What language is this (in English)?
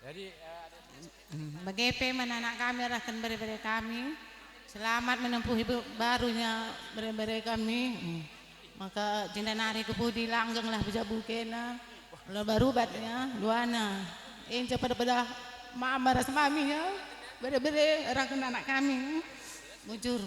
Batak Karo